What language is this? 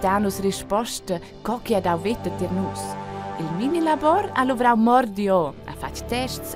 Romansh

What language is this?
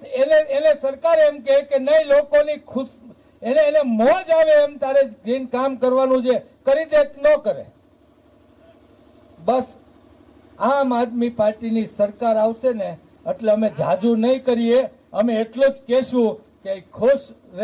Gujarati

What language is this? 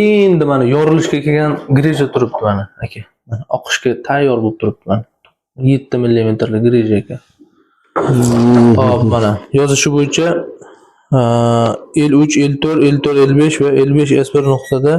Uzbek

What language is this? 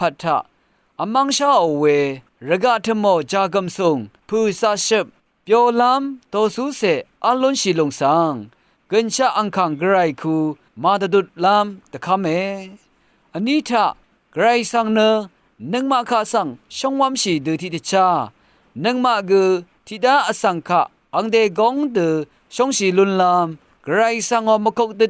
Rawang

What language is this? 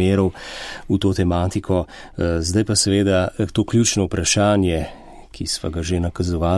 Slovenian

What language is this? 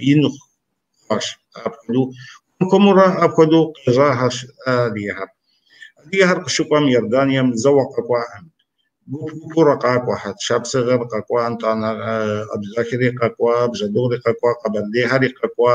Kabardian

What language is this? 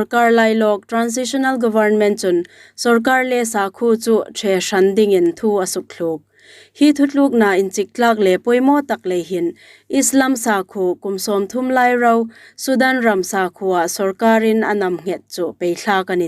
Hmar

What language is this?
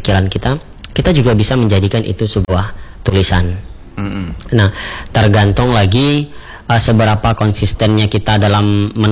Indonesian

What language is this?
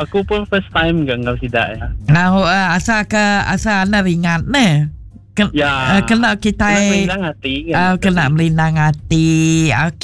Iban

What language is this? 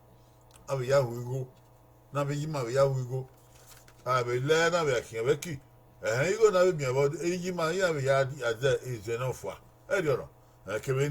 Bini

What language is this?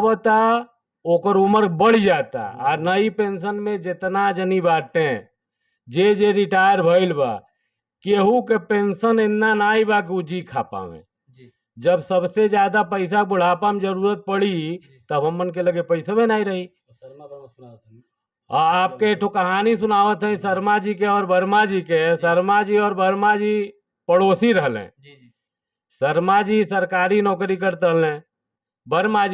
Bhojpuri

